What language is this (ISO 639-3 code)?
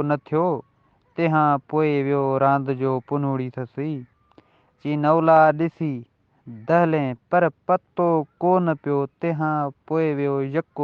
snd